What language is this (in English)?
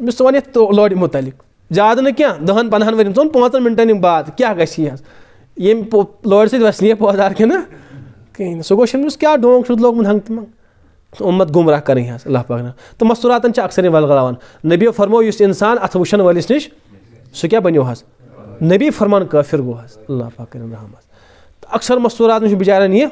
Kashmiri